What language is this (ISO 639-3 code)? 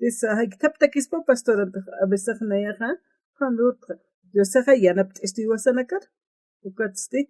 aym